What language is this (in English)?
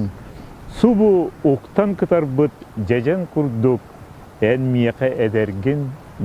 Yakut